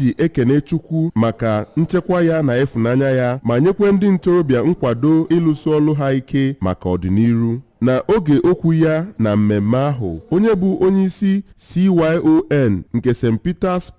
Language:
Igbo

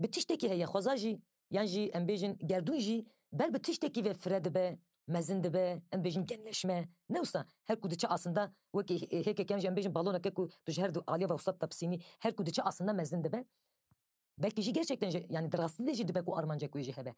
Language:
Kurdish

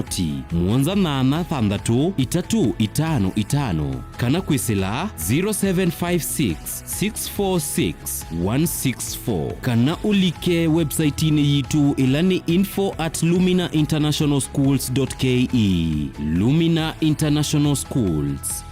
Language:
Kamba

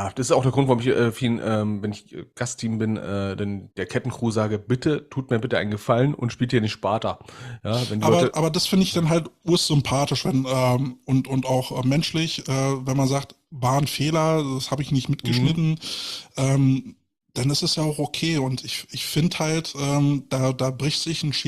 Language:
German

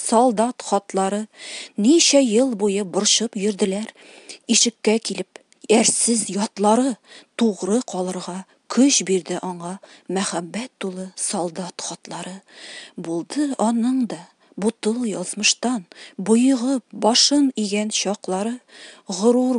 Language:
Tatar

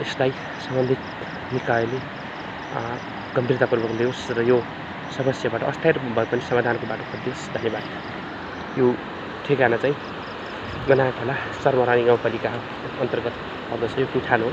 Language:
Nepali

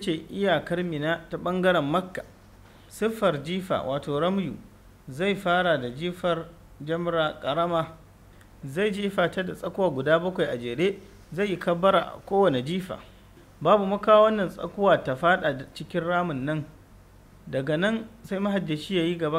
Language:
Hausa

